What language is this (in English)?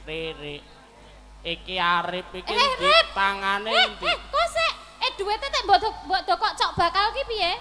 Javanese